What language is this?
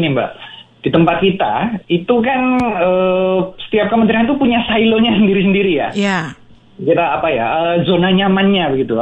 Indonesian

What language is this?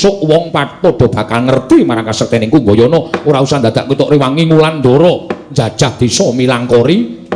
Javanese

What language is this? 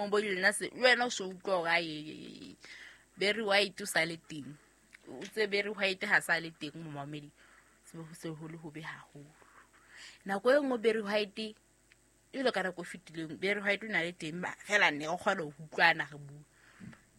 Southern Sotho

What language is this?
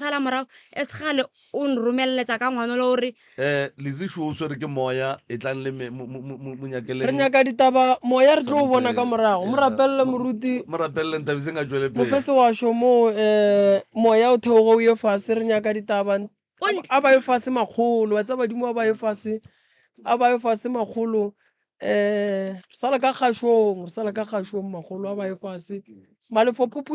Northern Sotho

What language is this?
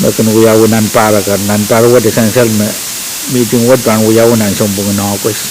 Pohnpeian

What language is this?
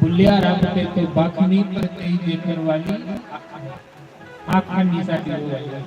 Dogri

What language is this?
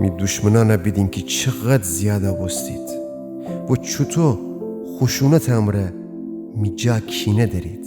Gilaki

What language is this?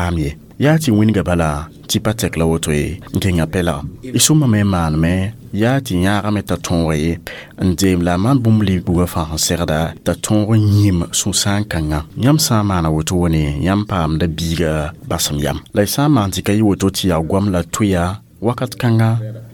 Mossi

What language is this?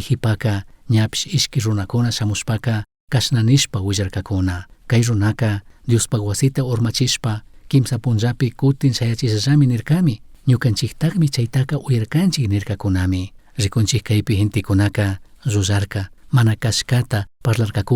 Chimborazo Highland Quichua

